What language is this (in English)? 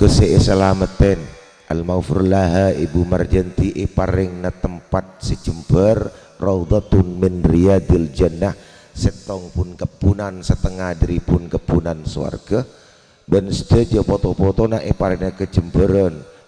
Madurese